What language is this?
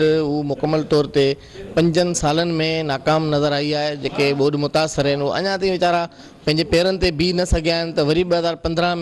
Sindhi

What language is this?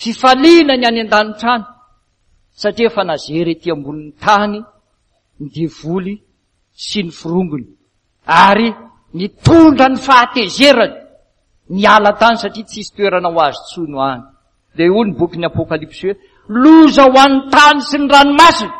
Malagasy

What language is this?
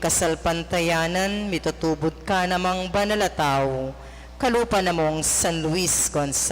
Pampanga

